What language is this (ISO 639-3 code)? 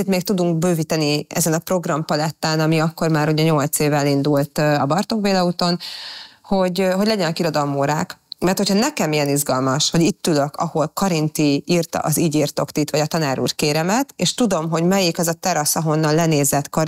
hun